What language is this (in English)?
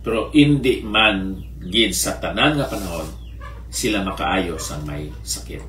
Hiligaynon